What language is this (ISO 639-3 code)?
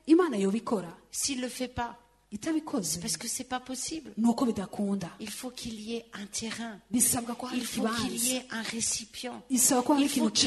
kin